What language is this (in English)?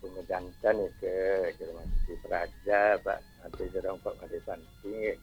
Balinese